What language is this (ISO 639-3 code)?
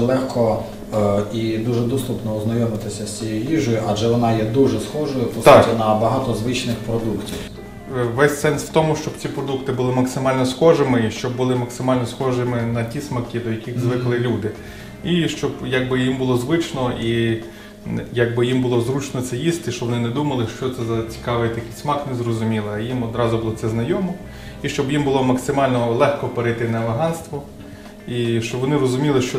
ukr